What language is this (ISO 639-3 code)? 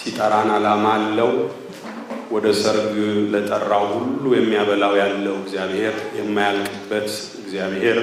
amh